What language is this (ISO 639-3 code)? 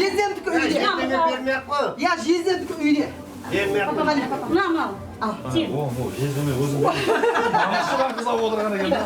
kaa